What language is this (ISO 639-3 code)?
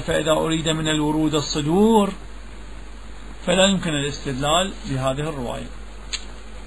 ara